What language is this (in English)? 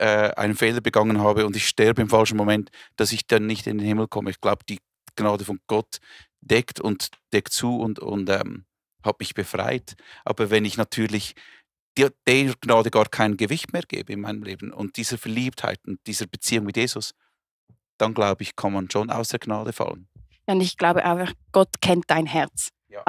Swiss German